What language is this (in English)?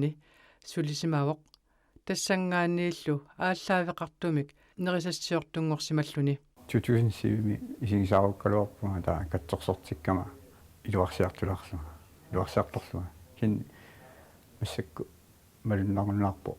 Kalaallisut